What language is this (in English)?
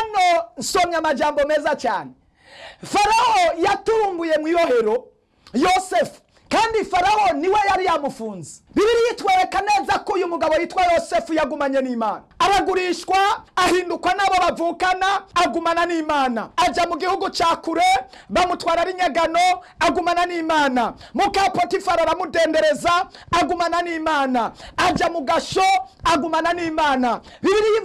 Rundi